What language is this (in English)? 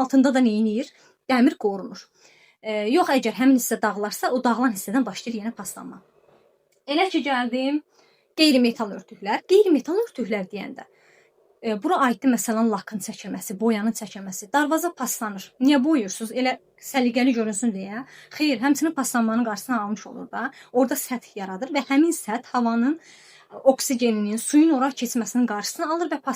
Azerbaijani